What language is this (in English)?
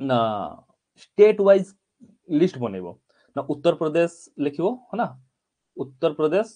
Odia